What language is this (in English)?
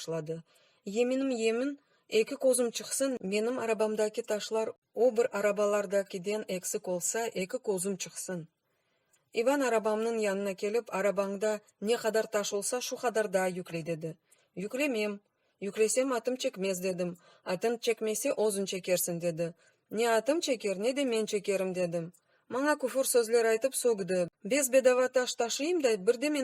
Crimean Tatar